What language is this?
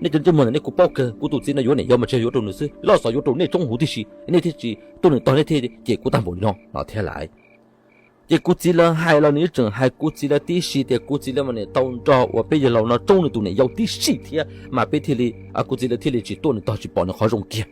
Hmong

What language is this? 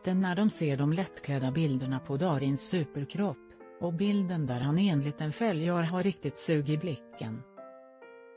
Swedish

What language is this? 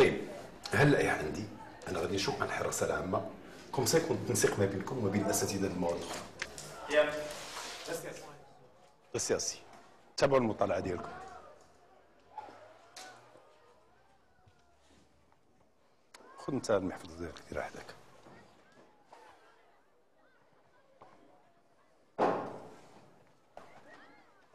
Moroccan Arabic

